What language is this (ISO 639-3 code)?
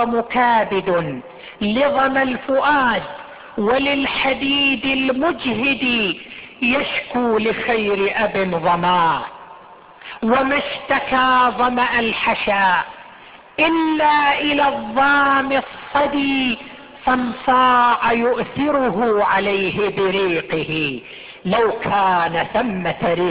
ara